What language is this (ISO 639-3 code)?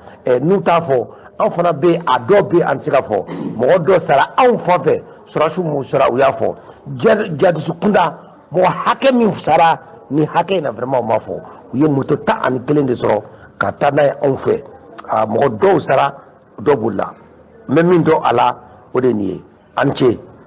bam